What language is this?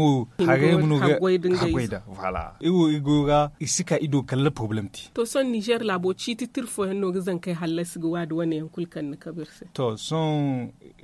Zarma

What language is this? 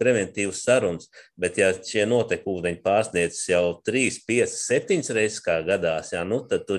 Latvian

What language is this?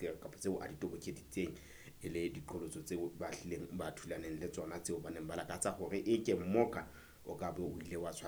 Southern Sotho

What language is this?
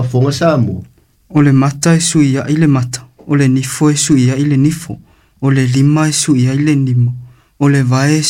Samoan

